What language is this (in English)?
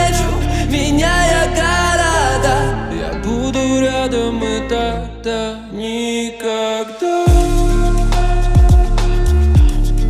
Russian